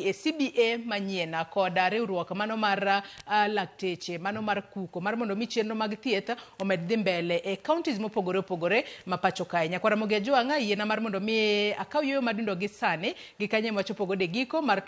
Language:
Luo (Kenya and Tanzania)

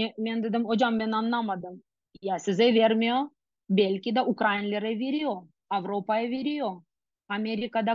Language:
Crimean Tatar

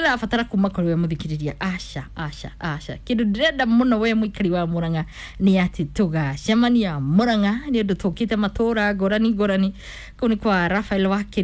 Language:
Kikuyu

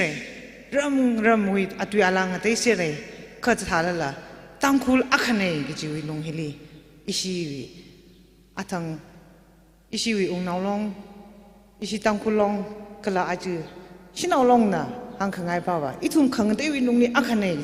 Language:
Tangkhul Naga (India)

